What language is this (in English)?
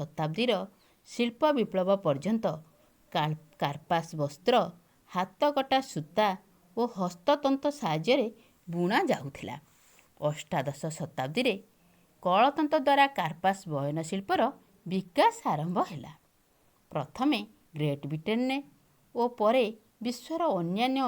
Odia